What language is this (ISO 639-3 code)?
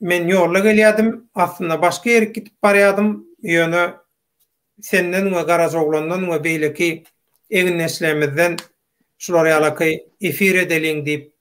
tuk